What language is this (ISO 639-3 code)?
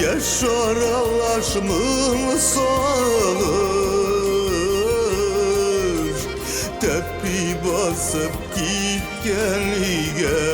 tat